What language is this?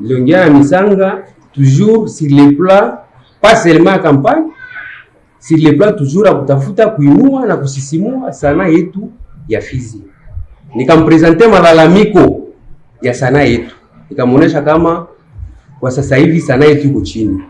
Swahili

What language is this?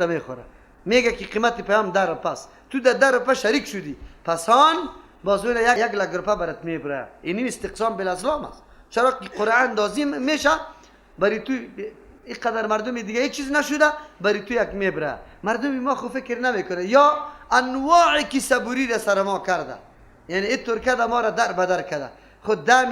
Persian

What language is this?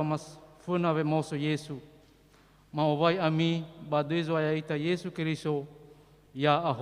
Nias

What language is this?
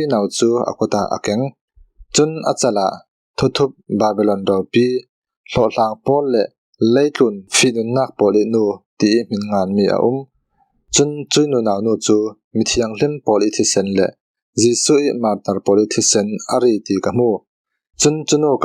Falam Chin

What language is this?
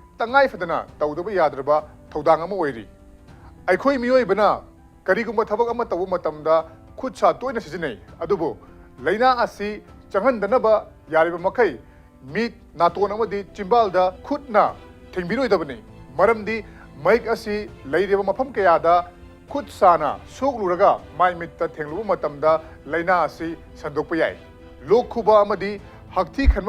Manipuri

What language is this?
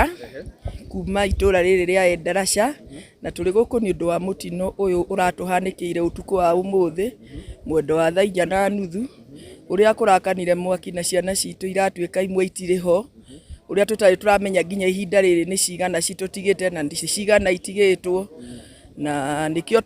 Kikuyu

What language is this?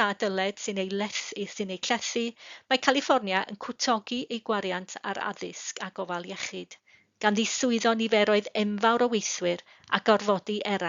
Welsh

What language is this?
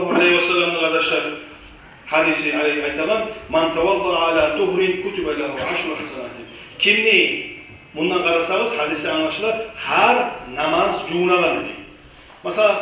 Kumyk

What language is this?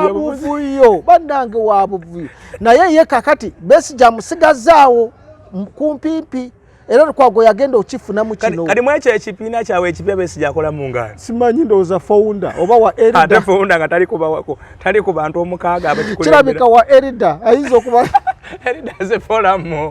Ganda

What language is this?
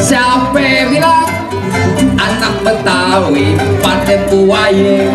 Betawi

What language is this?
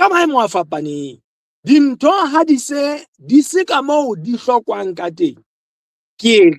Southern Sotho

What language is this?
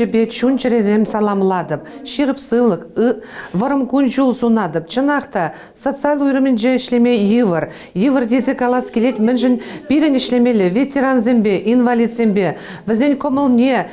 Chuvash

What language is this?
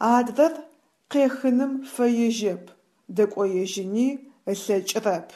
Adyghe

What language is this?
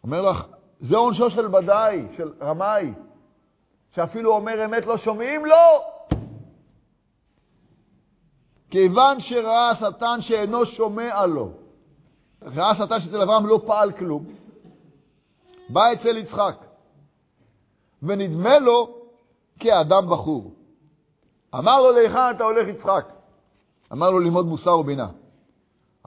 Hebrew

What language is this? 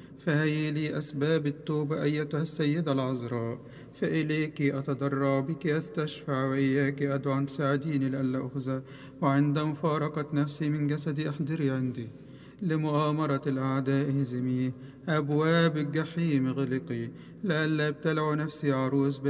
Egyptian Arabic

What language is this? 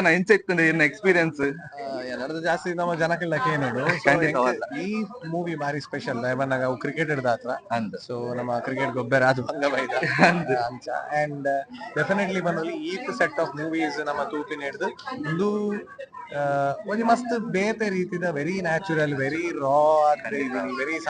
Tulu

